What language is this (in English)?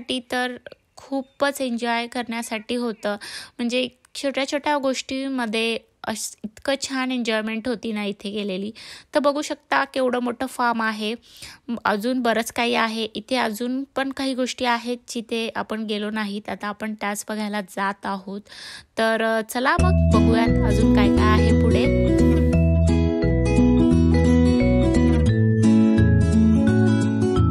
Marathi